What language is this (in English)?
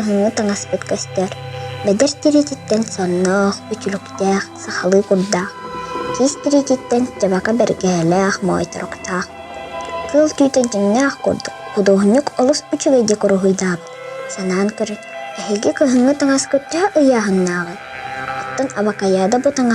Yakut